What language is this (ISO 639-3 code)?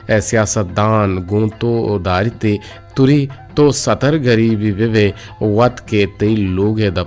bgp